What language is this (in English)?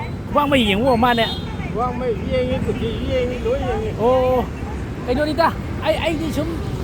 Manipuri